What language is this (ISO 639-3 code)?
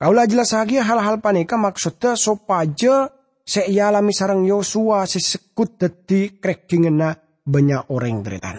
mad